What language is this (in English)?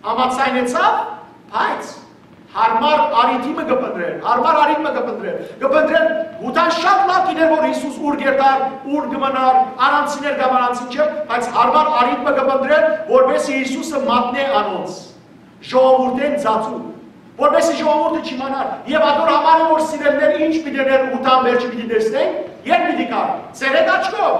Western Armenian